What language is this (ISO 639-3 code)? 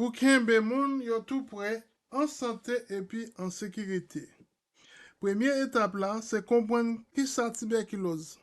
hat